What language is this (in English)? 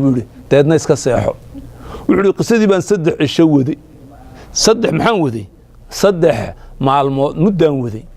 Somali